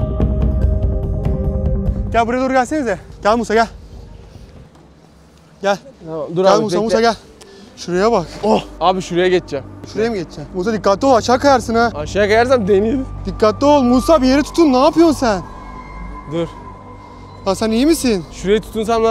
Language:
Turkish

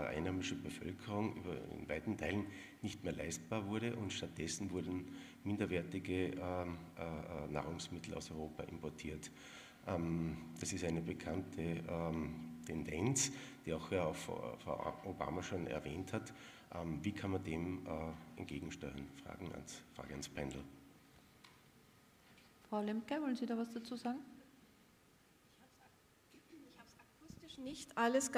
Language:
German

